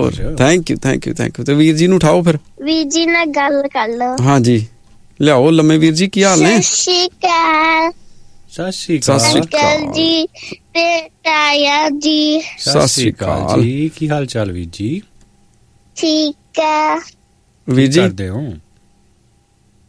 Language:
Punjabi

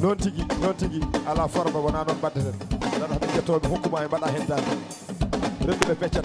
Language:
Fula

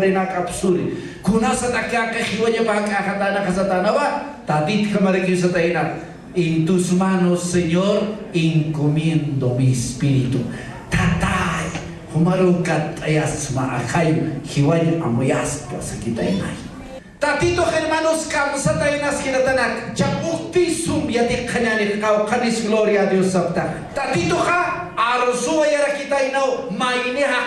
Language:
Aymara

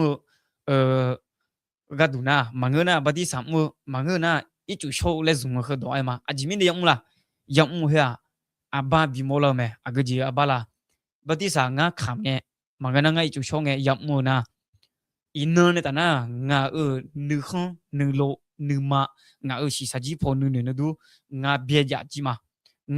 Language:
Akha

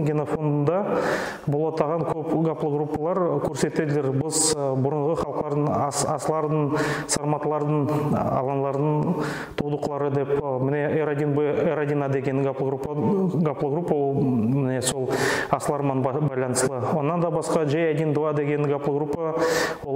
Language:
Nogai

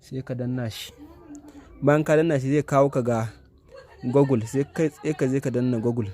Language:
Hausa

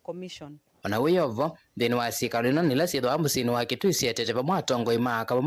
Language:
Kamba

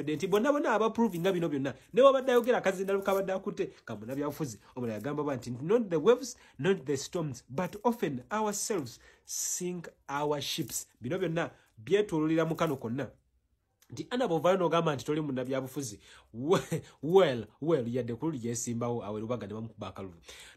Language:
Ganda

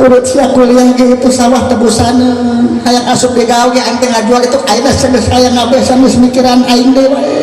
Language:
Sundanese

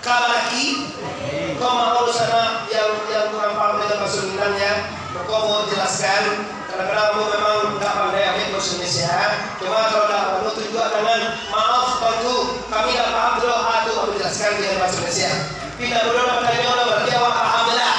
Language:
Minangkabau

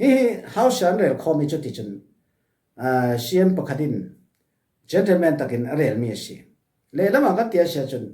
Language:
Falam Chin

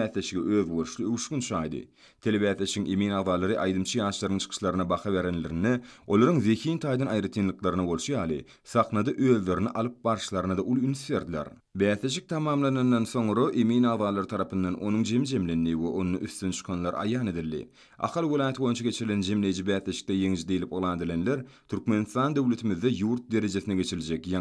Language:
Turkmen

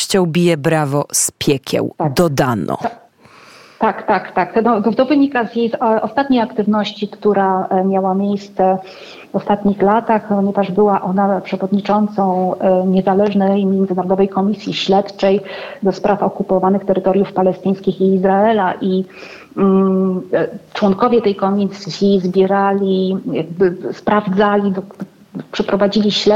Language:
Polish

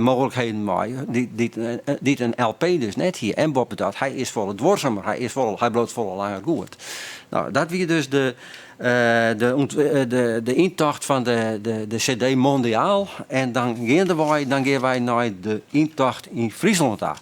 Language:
Western Frisian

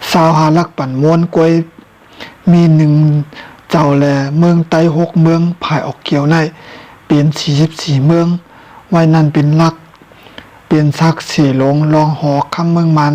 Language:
Shan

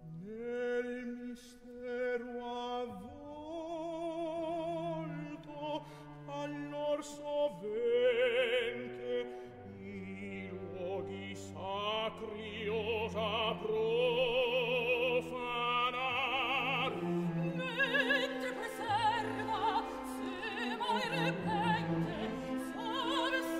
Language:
Italian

